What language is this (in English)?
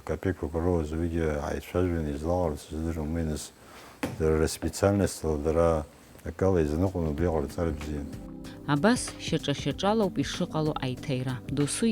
Abkhazian